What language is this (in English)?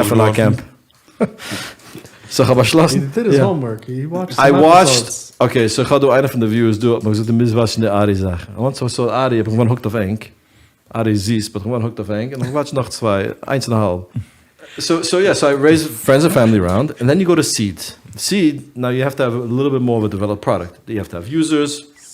Yiddish